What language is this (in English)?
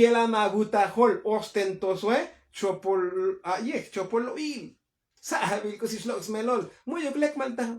Tzotzil